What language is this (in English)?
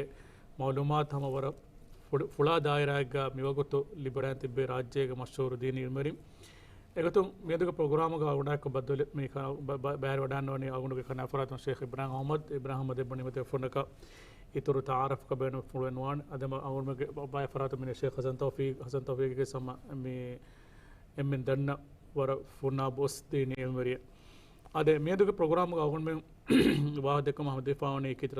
Divehi